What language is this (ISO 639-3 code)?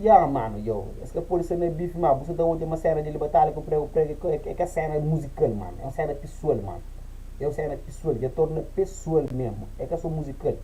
kea